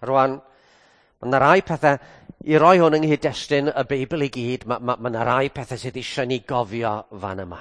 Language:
Welsh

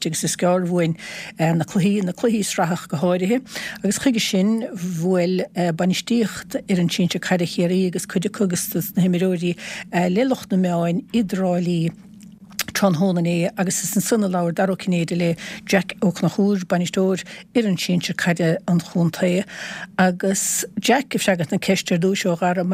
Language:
Irish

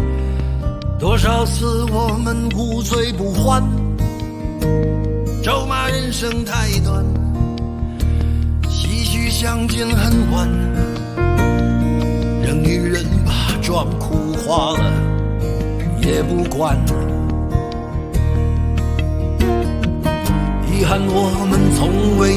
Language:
Chinese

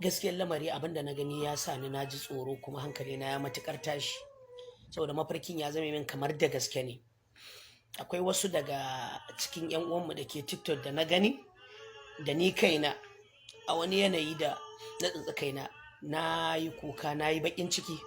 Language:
Hausa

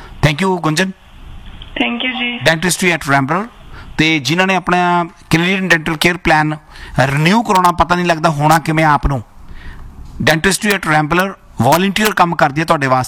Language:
Punjabi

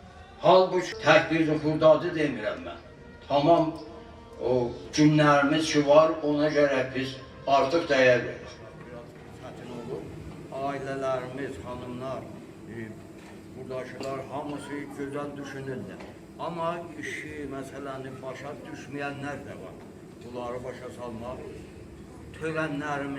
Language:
South Azerbaijani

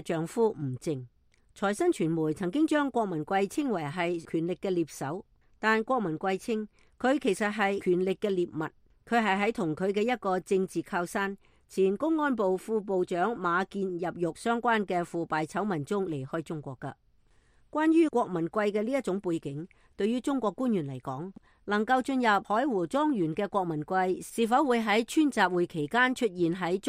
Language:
Cantonese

